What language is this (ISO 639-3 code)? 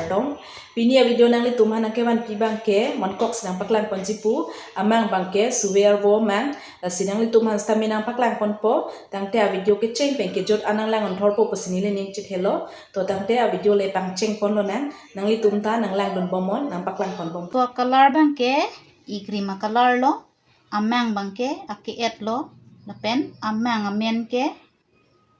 mjw